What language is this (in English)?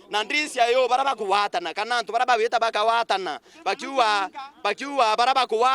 Meru